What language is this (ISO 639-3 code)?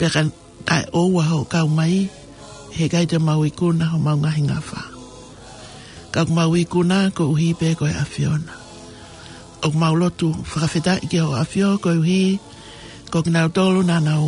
ton